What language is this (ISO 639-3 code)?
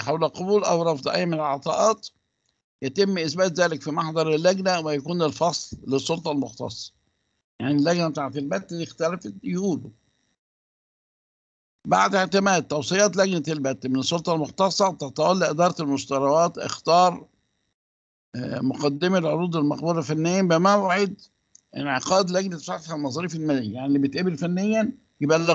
arz